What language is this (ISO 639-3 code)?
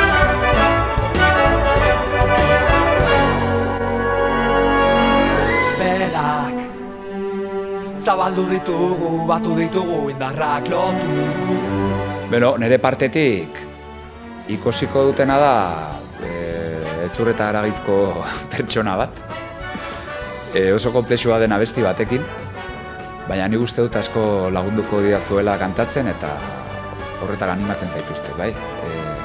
eus